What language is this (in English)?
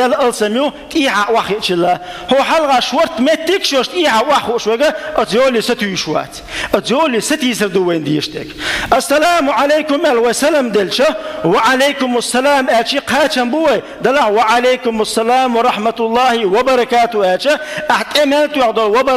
Chechen